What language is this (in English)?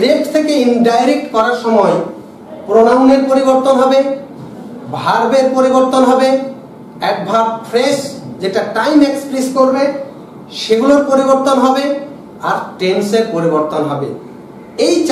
Bangla